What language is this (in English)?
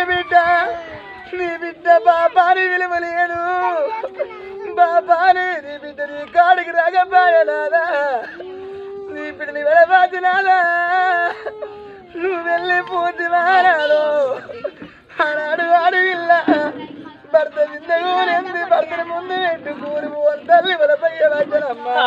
Telugu